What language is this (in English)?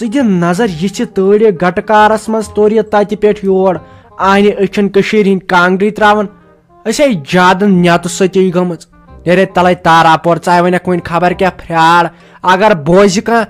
Kashmiri